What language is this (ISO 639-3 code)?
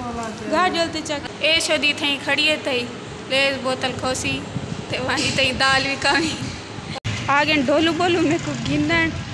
skr